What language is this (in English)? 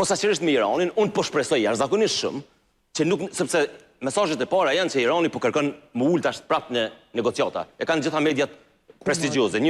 Albanian